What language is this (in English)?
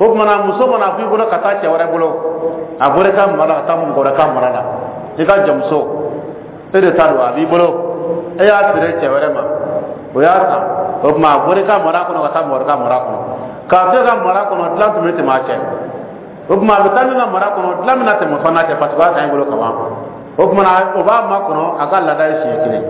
Dyula